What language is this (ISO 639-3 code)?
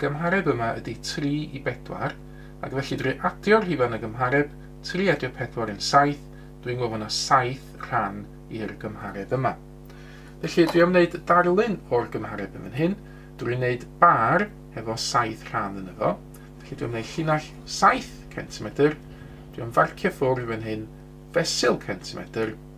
cym